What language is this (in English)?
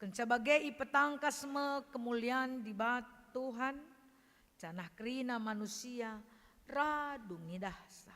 Batak Karo